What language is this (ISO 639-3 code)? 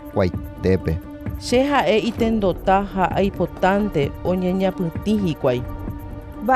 grn